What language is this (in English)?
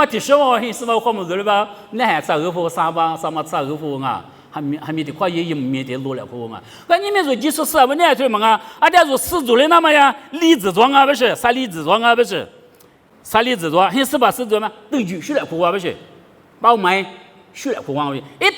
Lisu